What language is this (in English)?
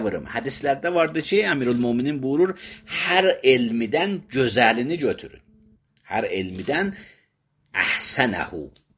Azerbaijani